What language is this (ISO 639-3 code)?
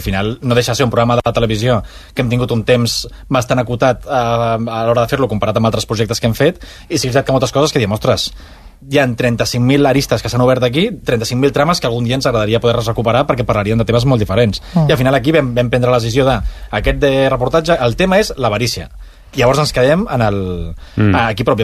cat